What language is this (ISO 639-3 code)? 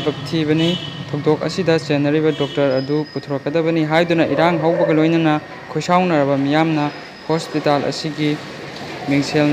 mni